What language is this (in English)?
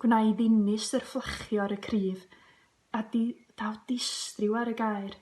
Welsh